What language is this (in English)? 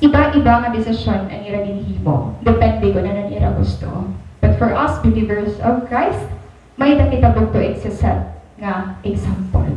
Waray